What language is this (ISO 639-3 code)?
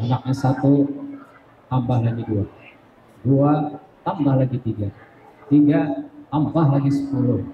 bjn